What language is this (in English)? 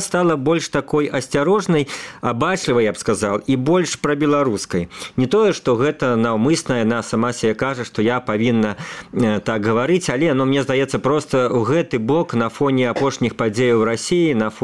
Belarusian